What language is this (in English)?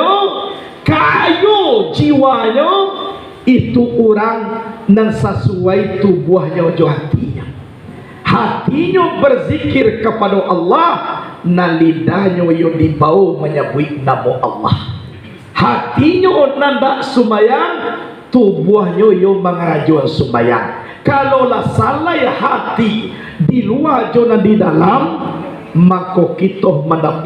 Minangkabau